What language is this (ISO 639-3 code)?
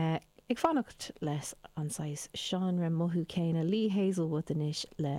gle